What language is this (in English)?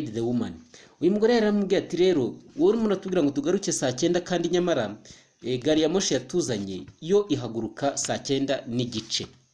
Kinyarwanda